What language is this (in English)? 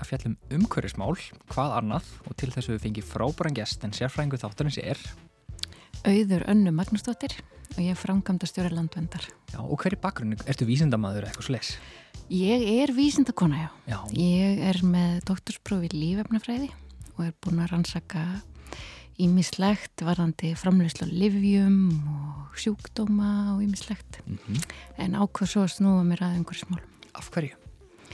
Icelandic